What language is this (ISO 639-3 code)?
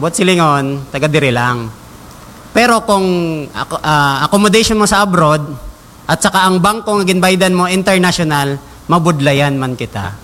hil